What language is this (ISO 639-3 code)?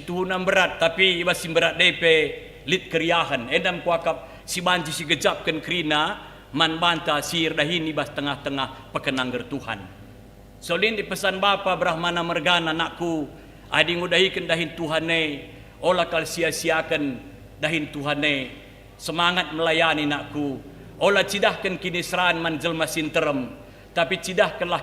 btx